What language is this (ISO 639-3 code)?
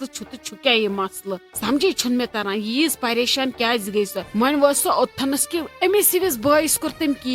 kas